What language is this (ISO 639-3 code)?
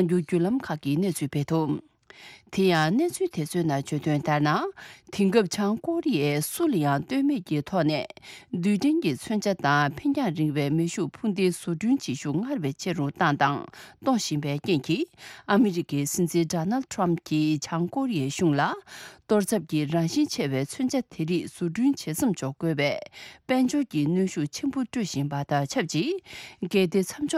bod